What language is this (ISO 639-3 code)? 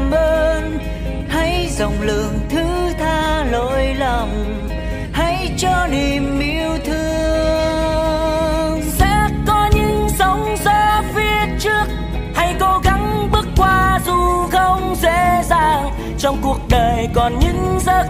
vie